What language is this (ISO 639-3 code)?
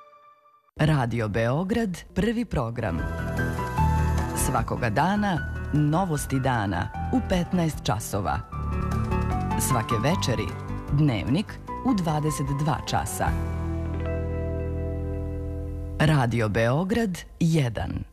srp